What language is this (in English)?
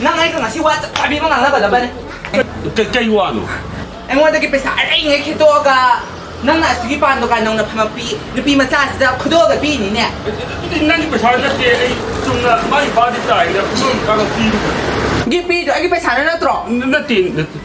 Manipuri